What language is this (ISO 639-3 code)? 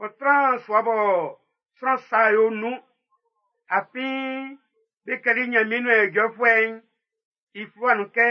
bci